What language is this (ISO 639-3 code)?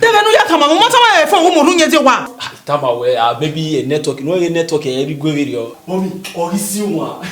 bin